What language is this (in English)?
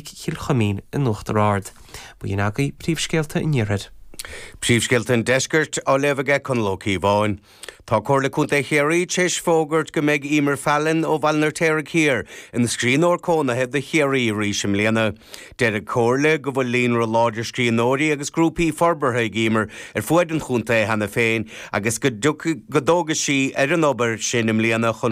Irish